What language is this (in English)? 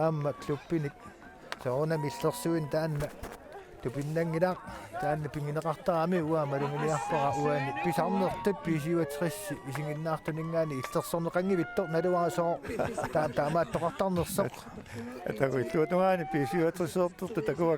Kalaallisut